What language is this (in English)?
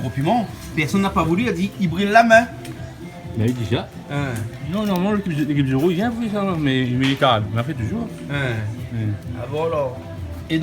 Réunion Creole French